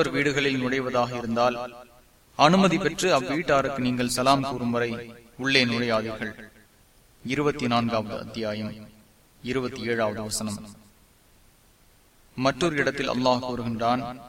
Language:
Tamil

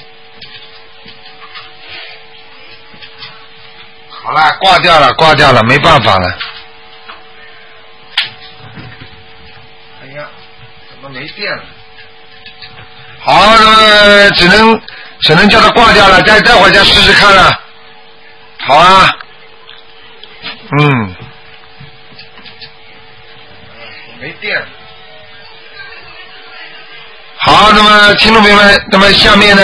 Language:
Chinese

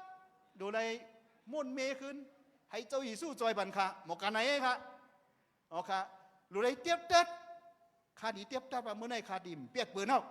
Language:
Shan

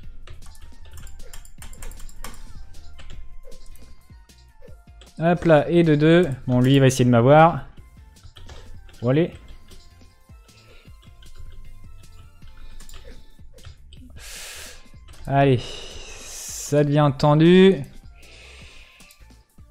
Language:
French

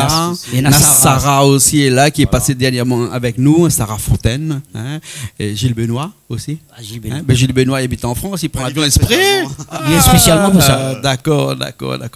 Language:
Réunion Creole French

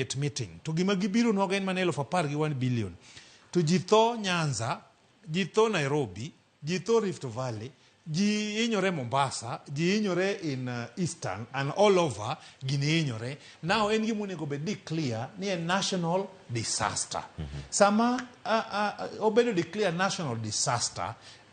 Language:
Luo (Kenya and Tanzania)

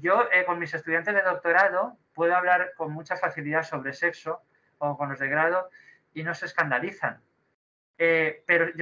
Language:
Spanish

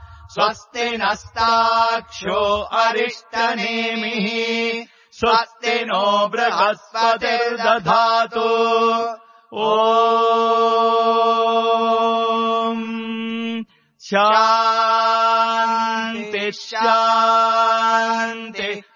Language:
Sanskrit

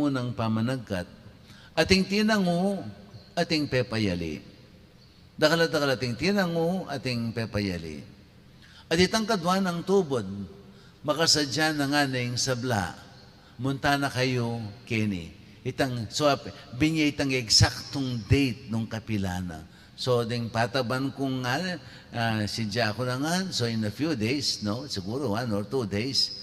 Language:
Pampanga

